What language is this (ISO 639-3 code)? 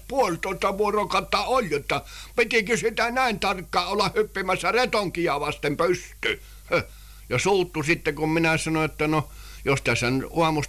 fin